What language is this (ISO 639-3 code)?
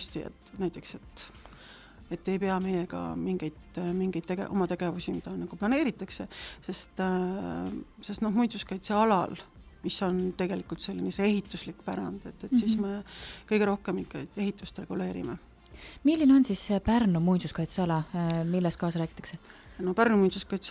est